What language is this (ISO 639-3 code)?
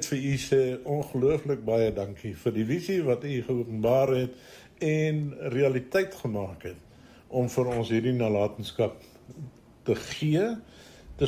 afr